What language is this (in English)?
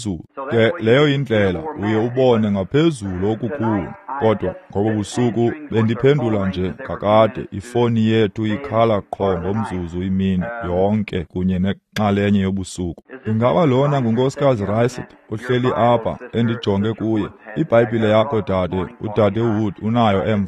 Xhosa